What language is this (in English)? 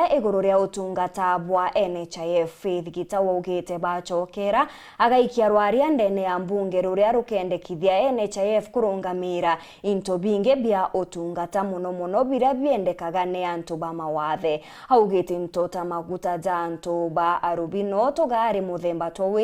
Meru